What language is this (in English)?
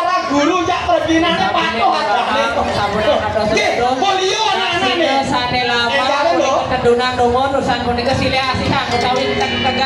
Balinese